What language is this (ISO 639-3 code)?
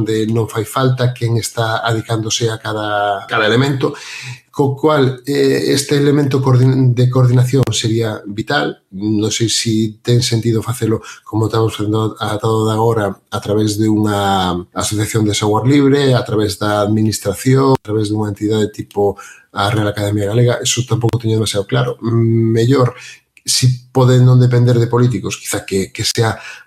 glg